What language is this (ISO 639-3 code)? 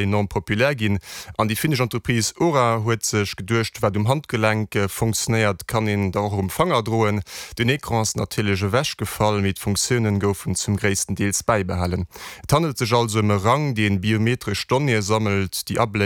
ltz